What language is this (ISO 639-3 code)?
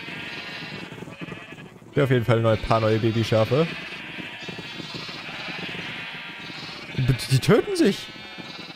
deu